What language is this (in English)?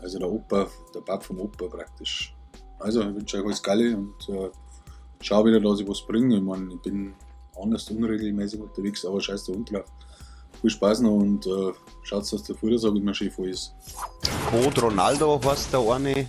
Bavarian